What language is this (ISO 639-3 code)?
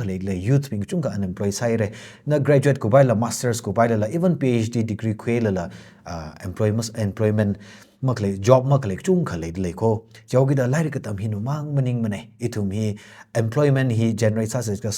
nmf